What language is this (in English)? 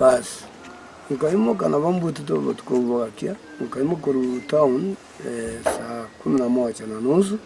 Gusii